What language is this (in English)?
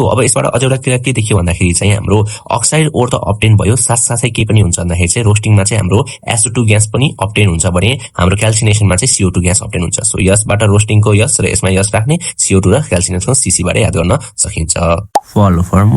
Nepali